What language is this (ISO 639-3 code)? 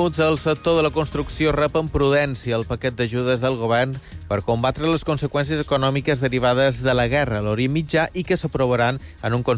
cat